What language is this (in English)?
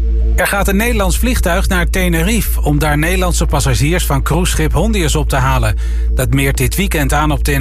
Dutch